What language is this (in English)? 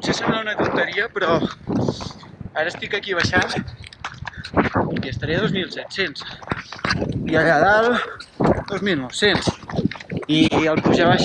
Catalan